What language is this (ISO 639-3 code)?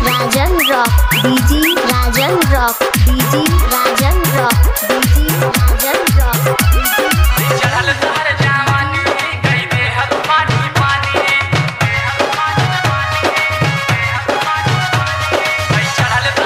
bho